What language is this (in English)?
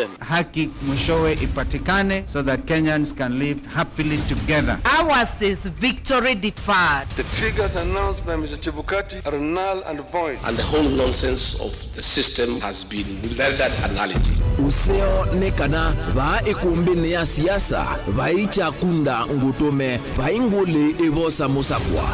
Kamba